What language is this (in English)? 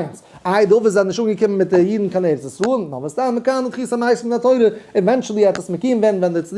Yiddish